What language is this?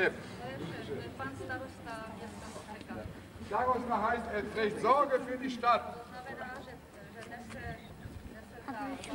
Czech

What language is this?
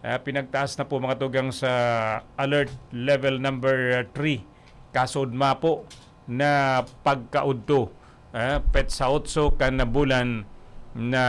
Bikol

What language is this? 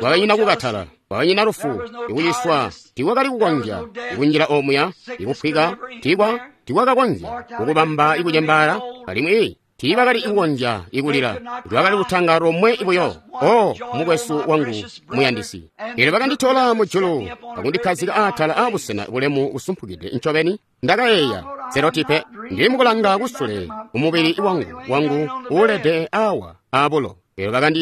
Tonga (Zambia)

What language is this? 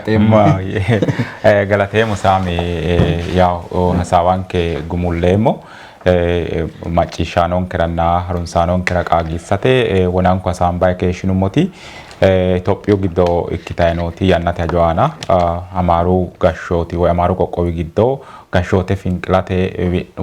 Sidamo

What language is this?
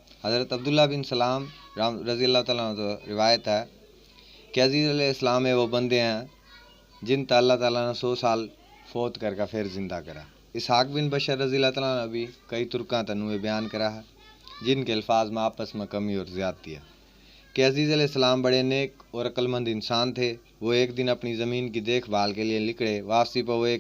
Haryanvi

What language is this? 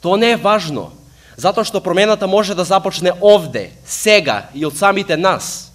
Macedonian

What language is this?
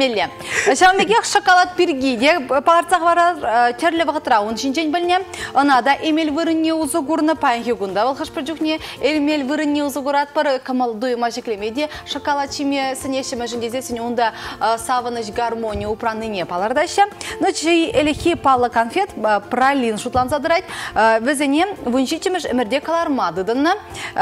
Chuvash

